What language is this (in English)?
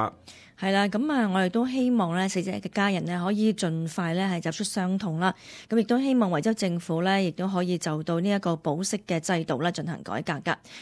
Cantonese